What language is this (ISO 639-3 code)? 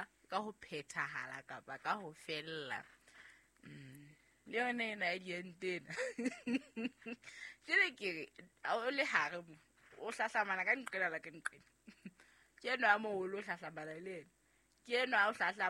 sot